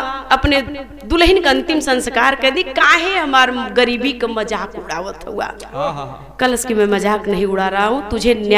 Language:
Bhojpuri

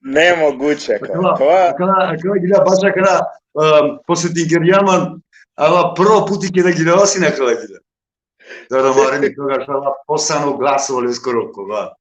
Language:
Balkan Romani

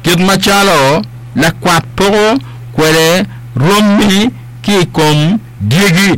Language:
Acoli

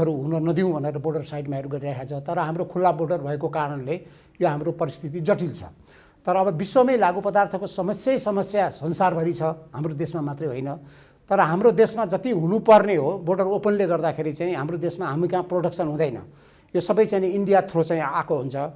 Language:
Nepali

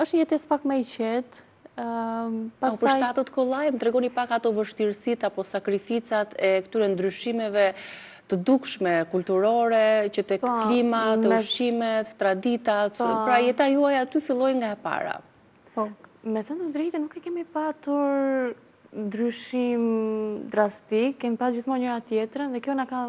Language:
Albanian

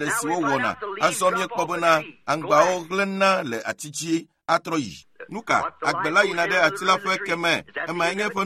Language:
Ewe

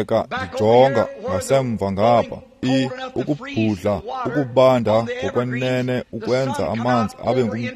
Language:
Xhosa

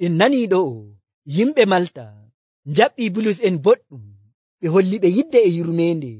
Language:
Nigerian Fulfulde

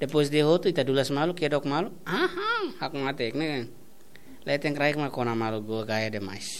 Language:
Tetum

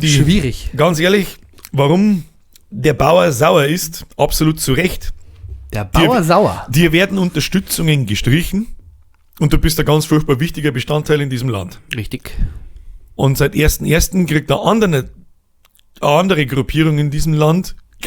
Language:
Bavarian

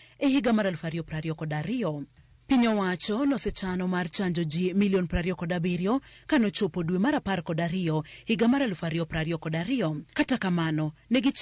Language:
Luo (Kenya and Tanzania)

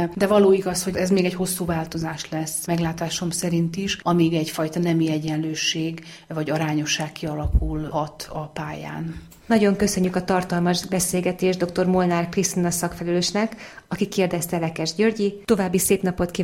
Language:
Hungarian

